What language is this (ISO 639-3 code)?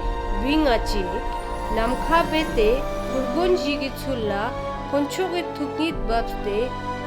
lbj